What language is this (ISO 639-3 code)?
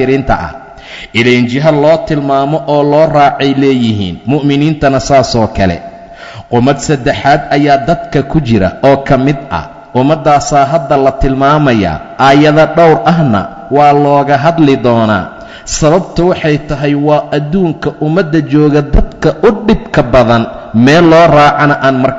som